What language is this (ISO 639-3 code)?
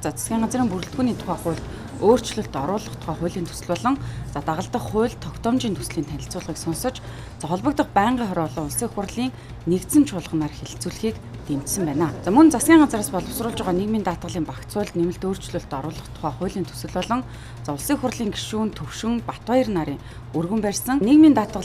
mon